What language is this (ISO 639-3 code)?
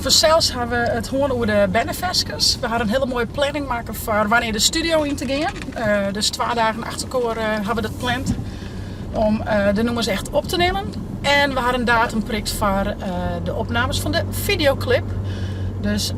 fry